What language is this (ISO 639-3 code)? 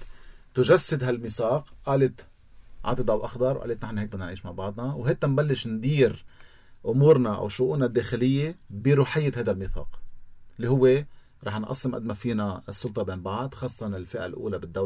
apc